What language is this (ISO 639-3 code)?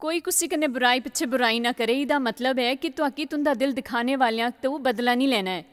doi